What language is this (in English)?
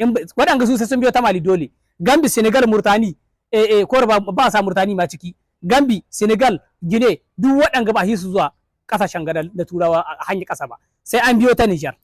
Hausa